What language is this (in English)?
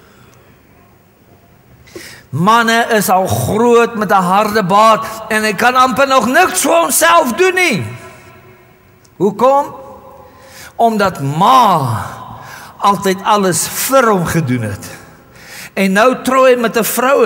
Afrikaans